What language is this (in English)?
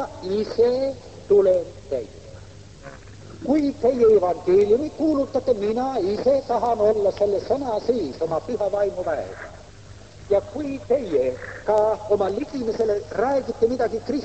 Estonian